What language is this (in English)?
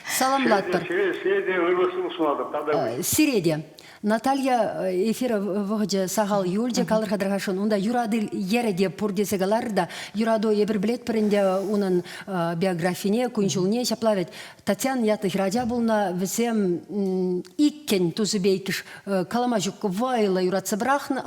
Chuvash